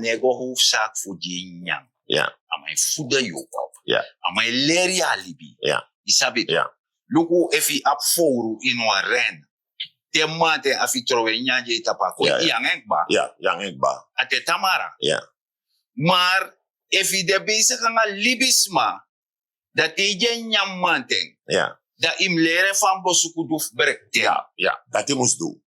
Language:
Sranan Tongo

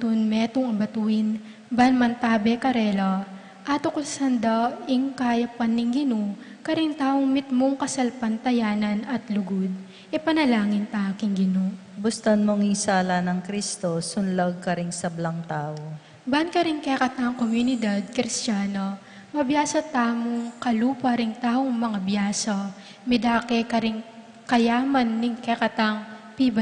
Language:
Pampanga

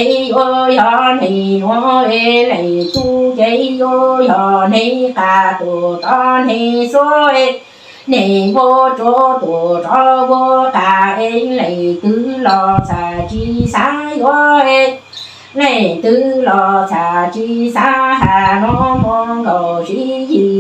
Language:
Hmong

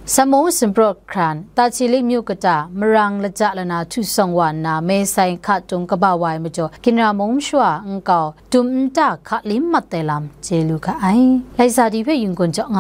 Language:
Kachin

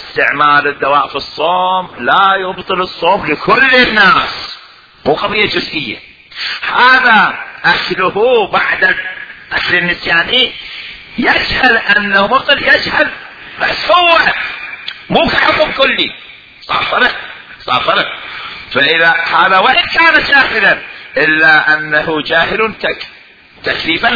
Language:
Mesopotamian Arabic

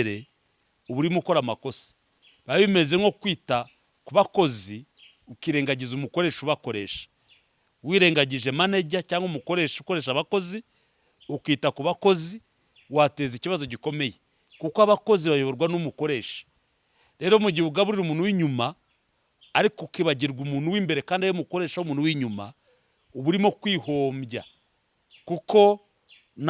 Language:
Kinyarwanda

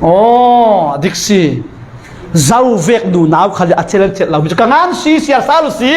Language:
Falam Chin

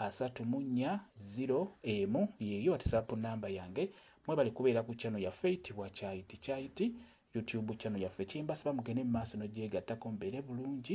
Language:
Ganda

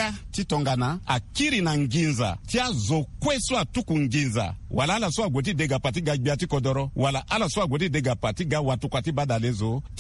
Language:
Sango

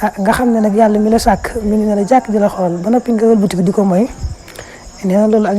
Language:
Wolof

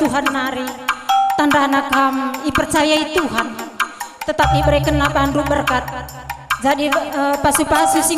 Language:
Batak Karo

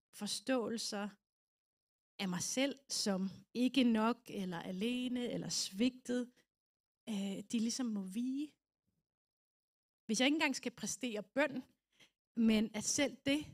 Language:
Danish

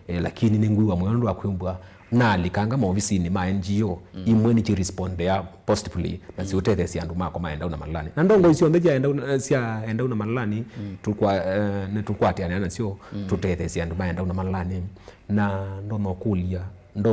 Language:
Kamba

